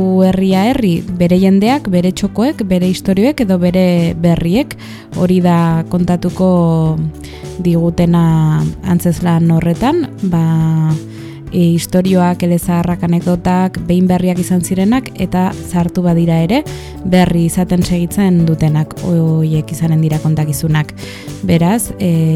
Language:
Basque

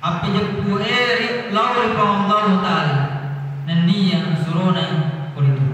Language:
Buginese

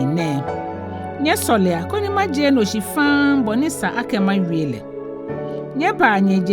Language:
Ga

